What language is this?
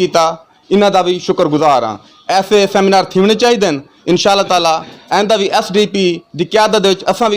Saraiki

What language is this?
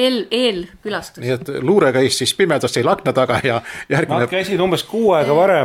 Estonian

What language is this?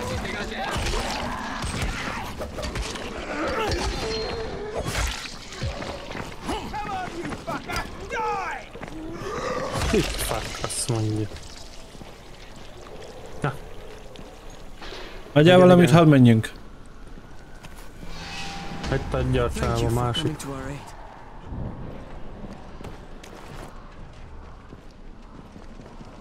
Hungarian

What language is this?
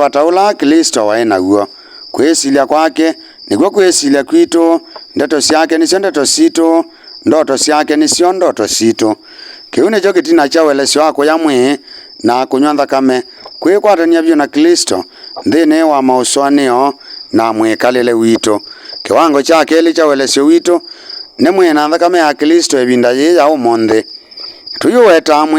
Kamba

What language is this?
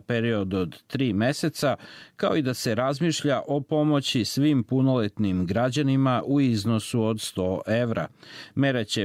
Bosnian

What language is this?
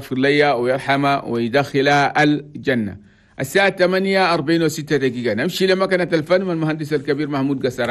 Chadian Arabic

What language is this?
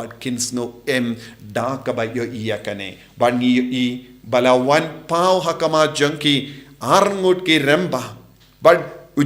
Khasi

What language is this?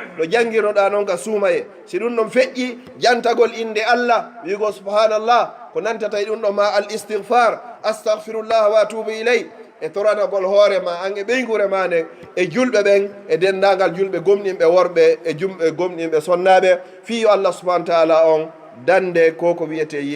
Pular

